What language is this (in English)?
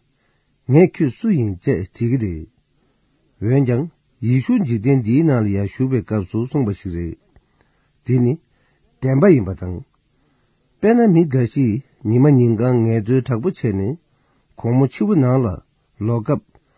Tibetan